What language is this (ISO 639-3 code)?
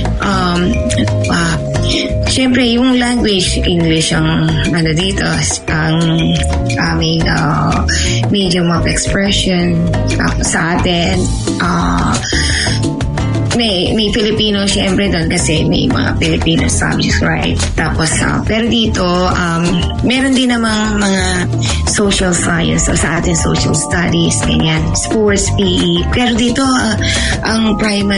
fil